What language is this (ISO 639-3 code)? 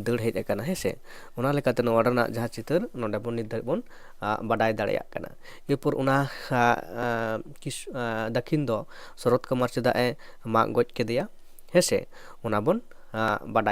sat